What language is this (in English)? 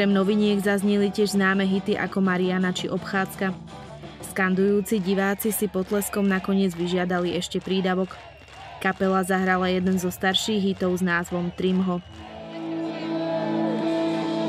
Slovak